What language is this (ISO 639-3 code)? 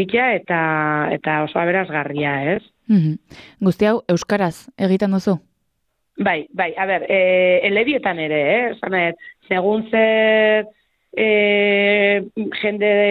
eus